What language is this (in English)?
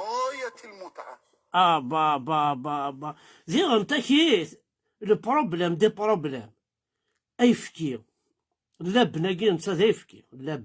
Kabyle